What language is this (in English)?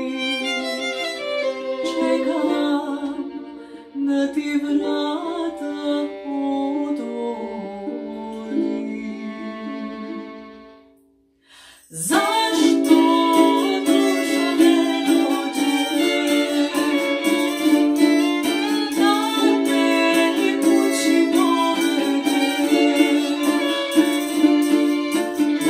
Croatian